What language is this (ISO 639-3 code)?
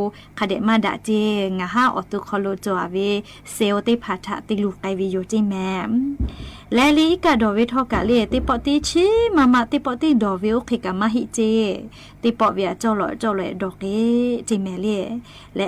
lhu